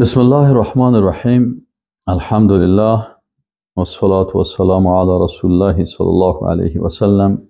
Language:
Persian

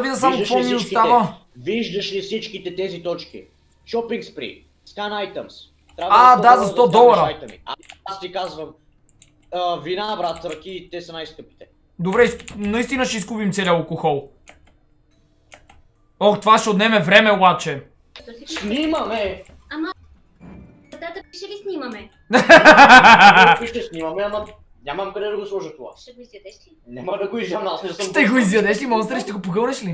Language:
Bulgarian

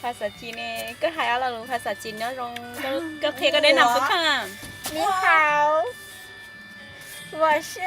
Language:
Hmong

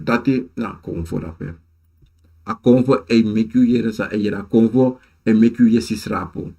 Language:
Sranan Tongo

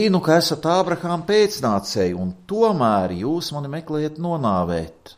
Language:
Latvian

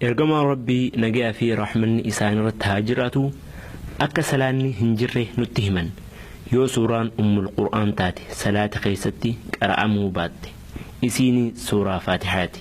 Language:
Oromo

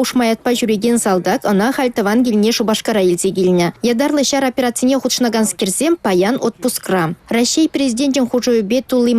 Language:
Chuvash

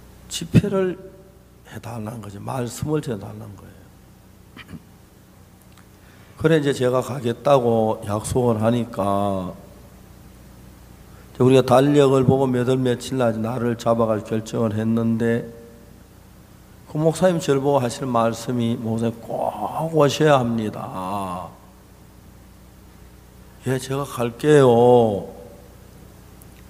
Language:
Korean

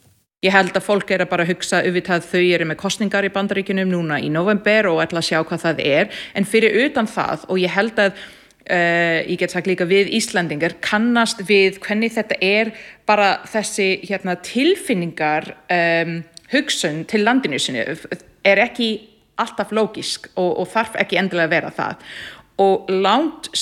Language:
Icelandic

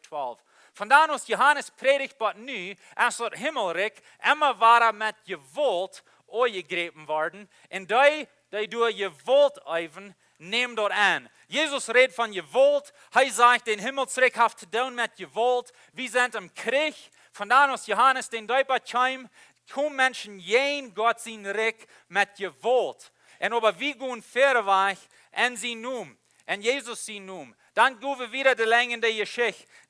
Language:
Plautdietsch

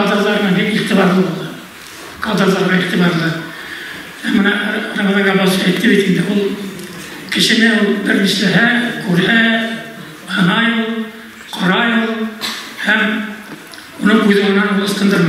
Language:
Bashkir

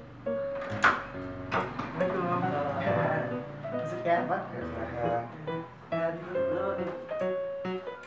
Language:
Indonesian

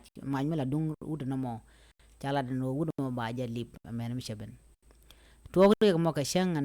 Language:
Nuer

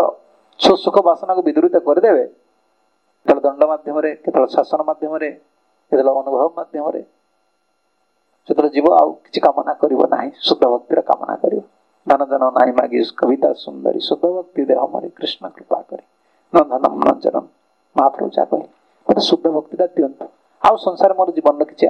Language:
Odia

